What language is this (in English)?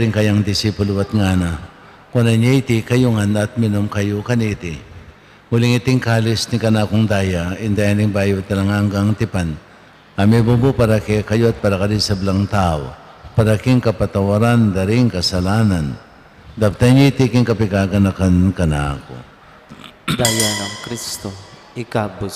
Pampanga